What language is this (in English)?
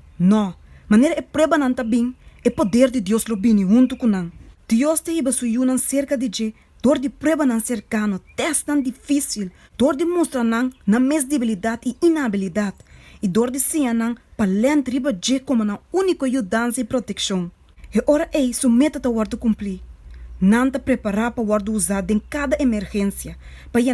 Papiamento